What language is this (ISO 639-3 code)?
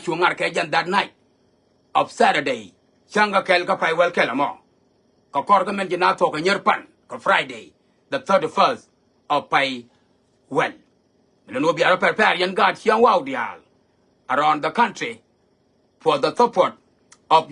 nus